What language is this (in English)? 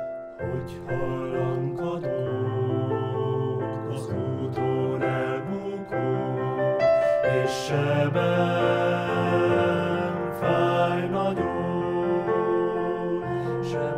Hungarian